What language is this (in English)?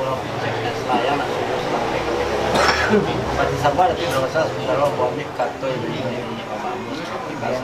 Minangkabau